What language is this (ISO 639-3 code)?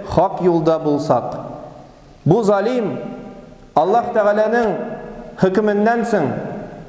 tat